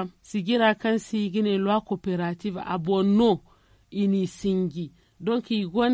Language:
Zarma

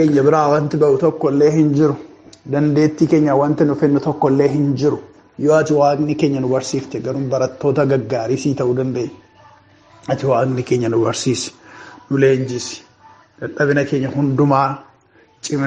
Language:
Oromo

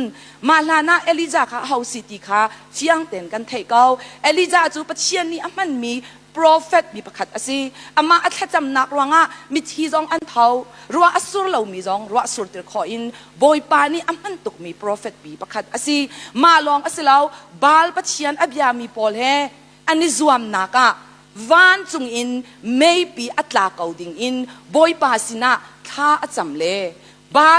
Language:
Hakha Chin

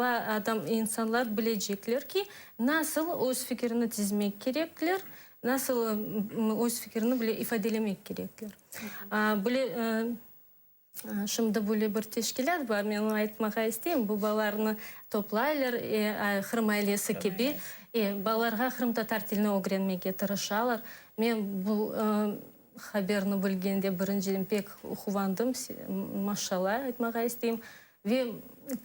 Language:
Crimean Tatar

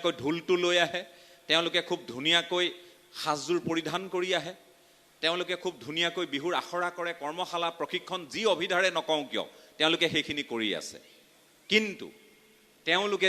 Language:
Assamese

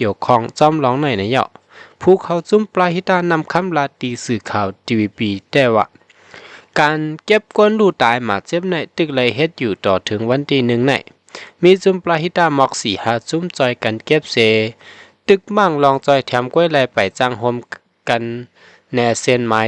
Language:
Shan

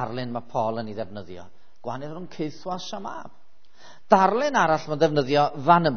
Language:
Welsh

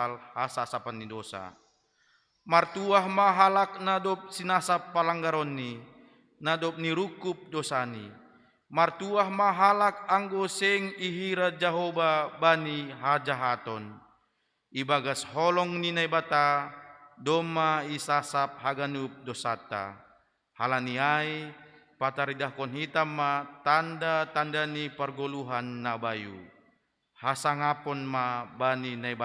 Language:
Batak Simalungun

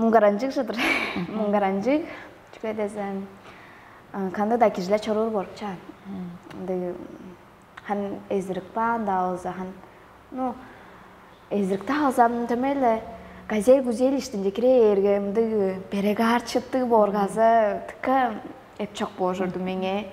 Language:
Tuvinian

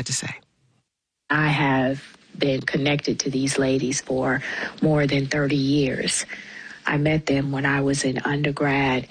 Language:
English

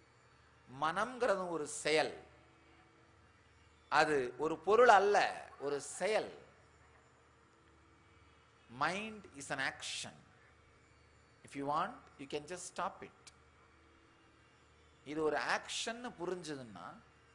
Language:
Tamil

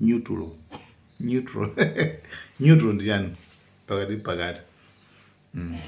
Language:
Nyanja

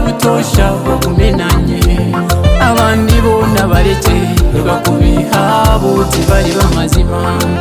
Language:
Kinyarwanda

